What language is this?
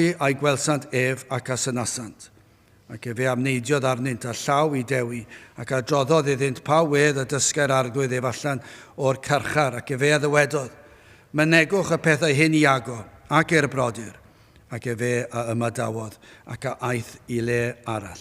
Welsh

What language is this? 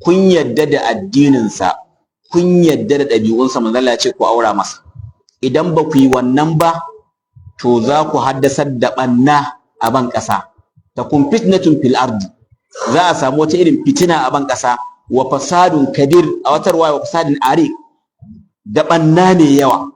Hausa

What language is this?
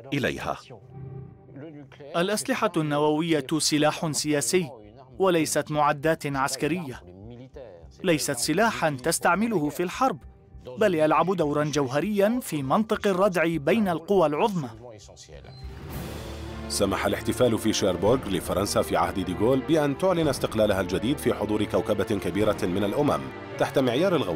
Arabic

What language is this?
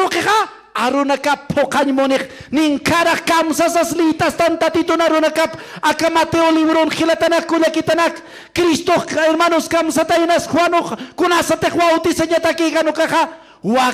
Aymara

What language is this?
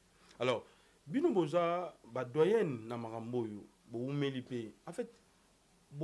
Lingala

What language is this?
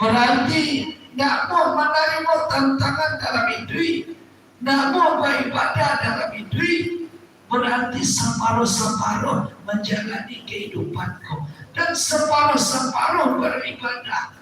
Minangkabau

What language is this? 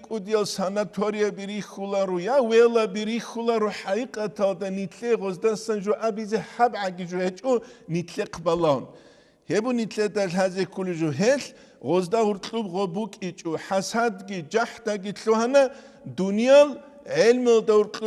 Avaric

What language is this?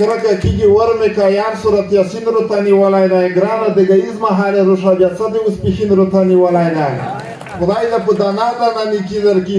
Pashto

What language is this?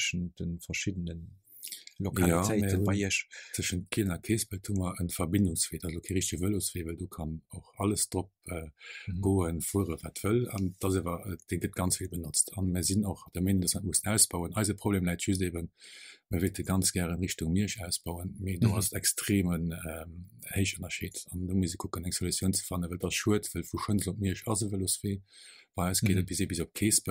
Luxembourgish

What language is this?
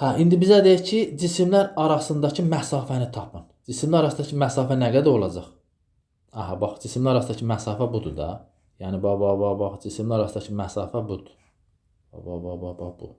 Azerbaijani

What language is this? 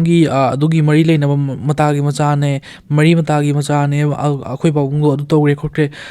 Manipuri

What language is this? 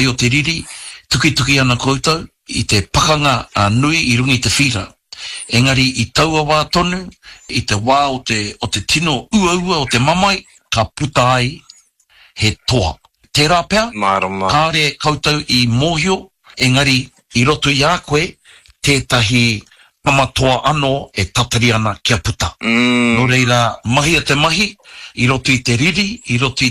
Māori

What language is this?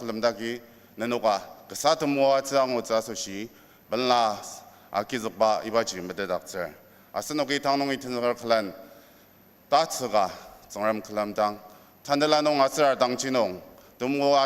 Ao Naga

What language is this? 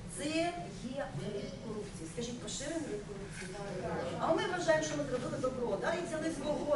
Ukrainian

